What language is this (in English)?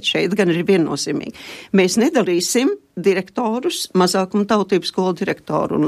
Latvian